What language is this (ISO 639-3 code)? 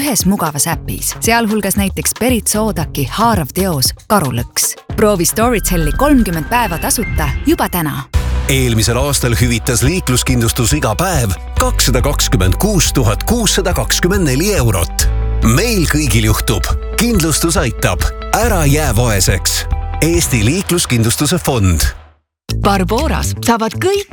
est